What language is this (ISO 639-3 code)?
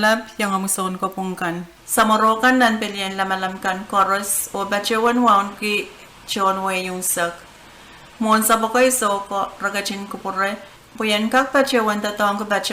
pon